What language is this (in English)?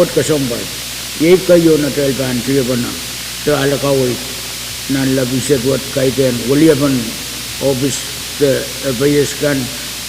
Pohnpeian